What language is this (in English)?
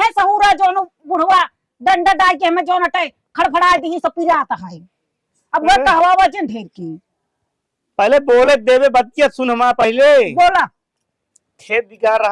Awadhi